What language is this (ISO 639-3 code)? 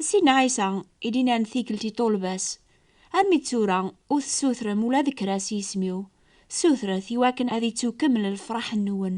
kab